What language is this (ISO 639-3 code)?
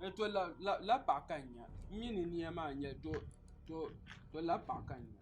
dag